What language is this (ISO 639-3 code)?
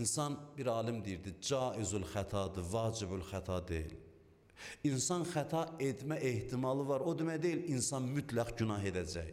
aze